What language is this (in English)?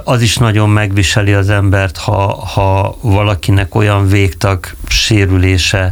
Hungarian